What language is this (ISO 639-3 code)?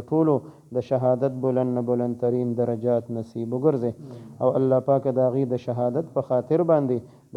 pus